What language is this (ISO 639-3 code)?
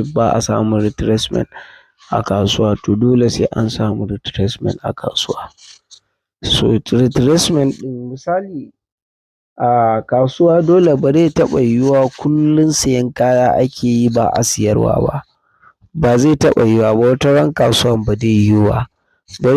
hau